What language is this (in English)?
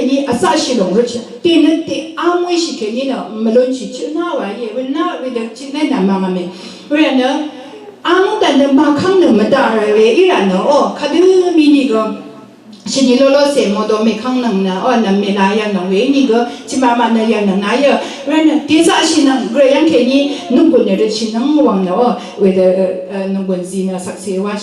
Rawang